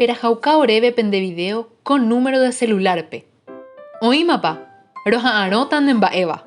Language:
Guarani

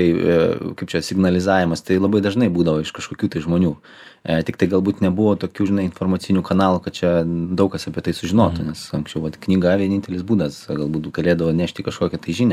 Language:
Lithuanian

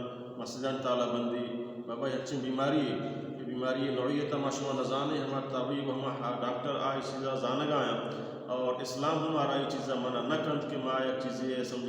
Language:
Baluchi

